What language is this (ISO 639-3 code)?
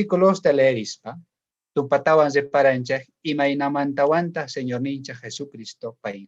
quh